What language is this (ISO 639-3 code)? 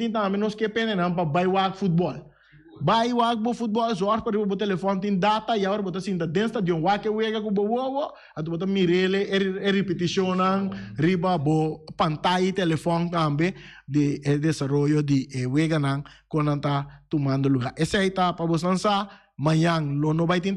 pap